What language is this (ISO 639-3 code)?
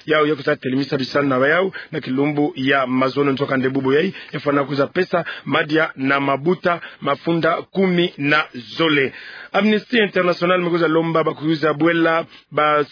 ktu